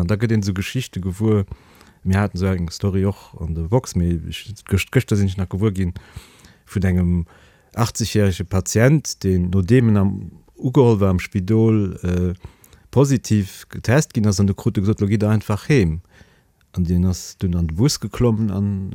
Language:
Luxembourgish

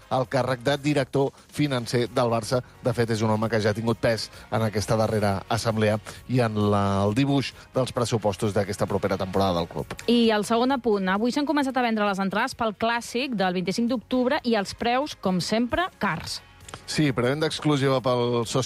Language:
Catalan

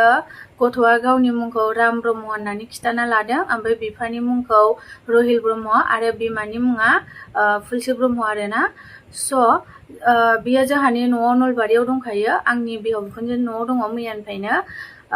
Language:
Bodo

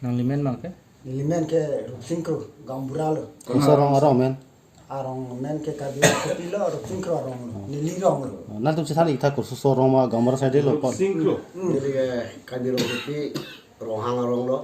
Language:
Karbi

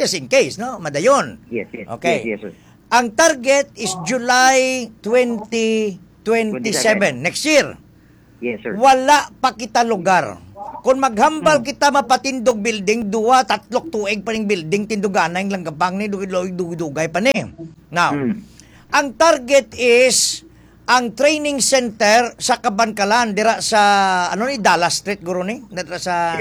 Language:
Hiligaynon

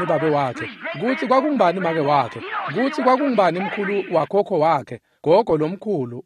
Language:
Swati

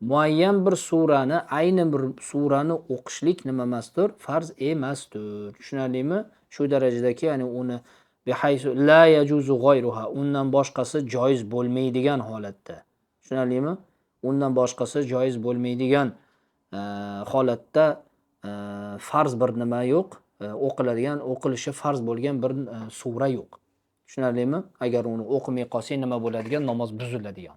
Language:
Uzbek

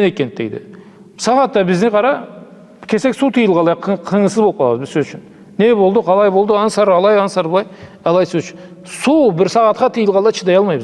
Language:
Karachay-Balkar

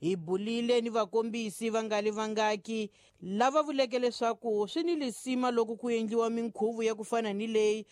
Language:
Tsonga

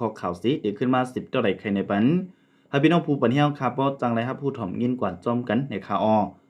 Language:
Shan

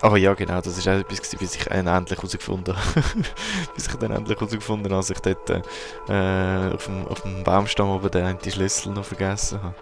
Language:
Swiss German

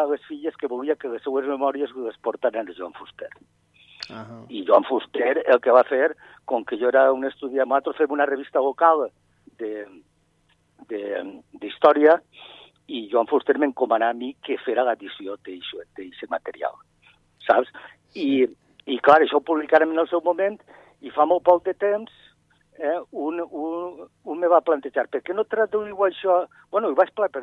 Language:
Catalan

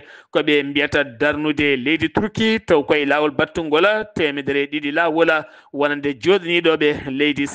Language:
Fula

